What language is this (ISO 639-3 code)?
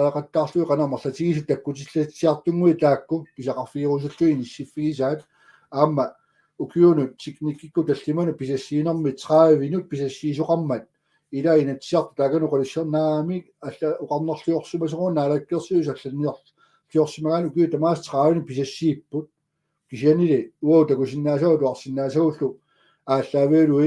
kal